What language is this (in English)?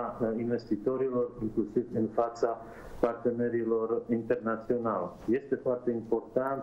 Romanian